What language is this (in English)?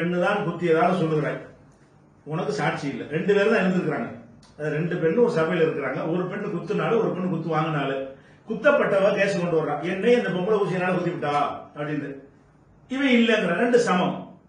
Tamil